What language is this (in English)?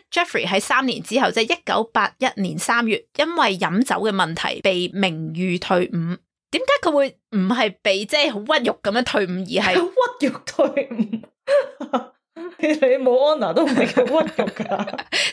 Cantonese